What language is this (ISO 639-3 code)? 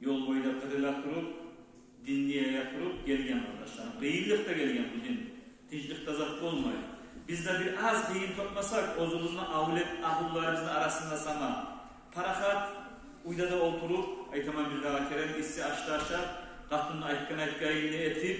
kum